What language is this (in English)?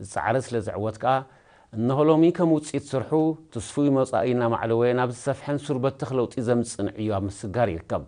Tigrinya